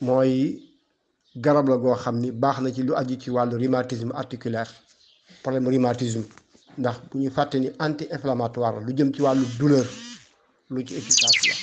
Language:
Wolof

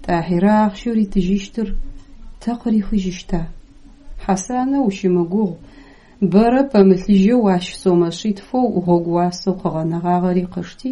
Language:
Adyghe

